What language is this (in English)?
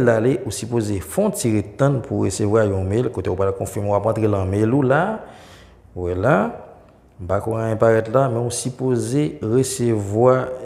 Haitian Creole